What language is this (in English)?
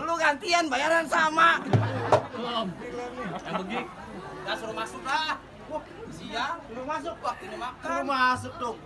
Betawi